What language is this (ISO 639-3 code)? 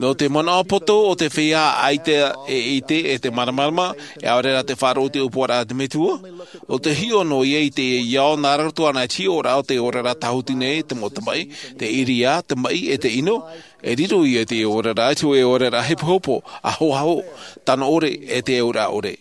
tah